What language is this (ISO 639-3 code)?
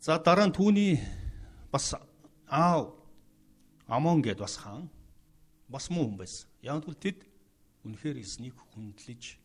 mon